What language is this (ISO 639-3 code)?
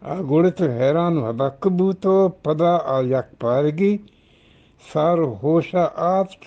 bgp